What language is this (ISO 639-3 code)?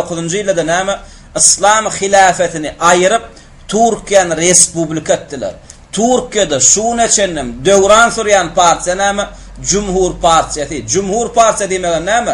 tuk